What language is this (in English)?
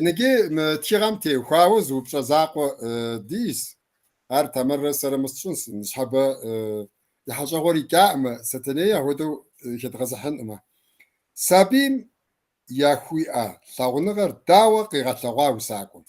Kabardian